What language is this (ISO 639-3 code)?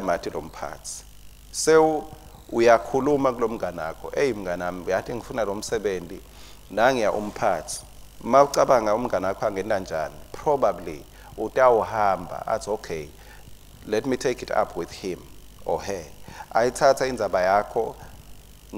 ssw